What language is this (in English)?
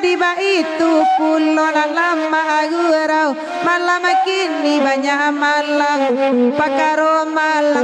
Minangkabau